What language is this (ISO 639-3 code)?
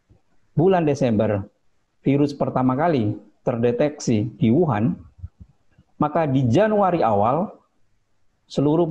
ind